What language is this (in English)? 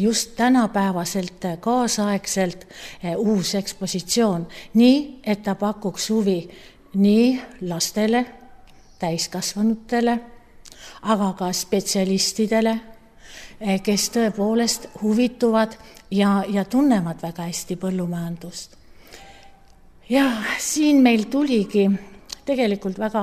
Estonian